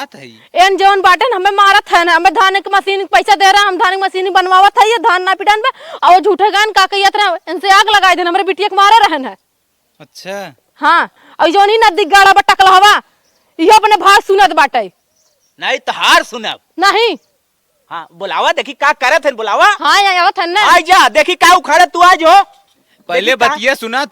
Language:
Awadhi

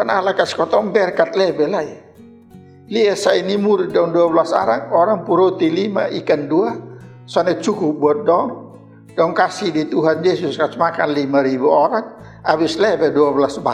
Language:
Kupang Malay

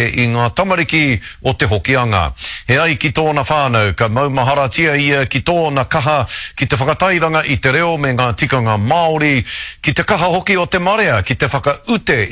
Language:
Māori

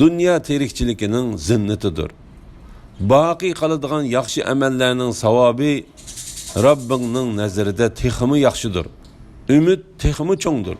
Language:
Uyghur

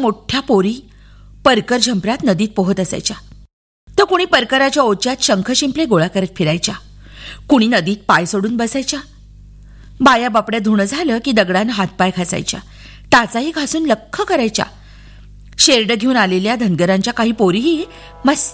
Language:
Marathi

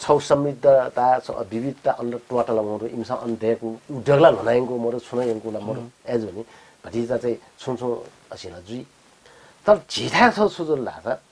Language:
Newari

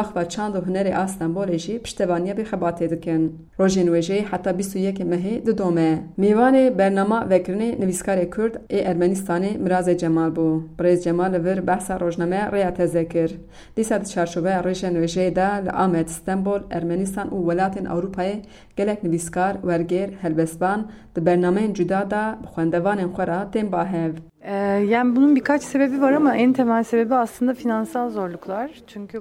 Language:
Kurdish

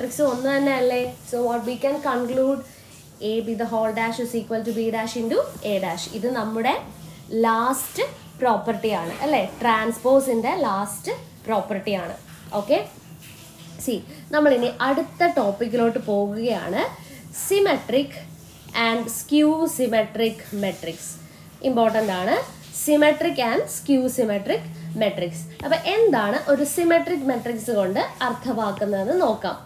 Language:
Malayalam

